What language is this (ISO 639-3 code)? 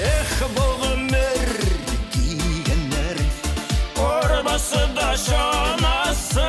bak